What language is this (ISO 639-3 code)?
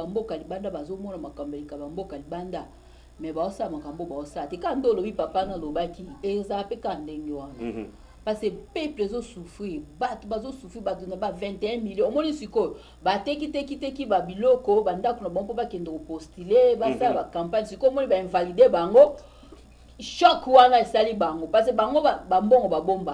lin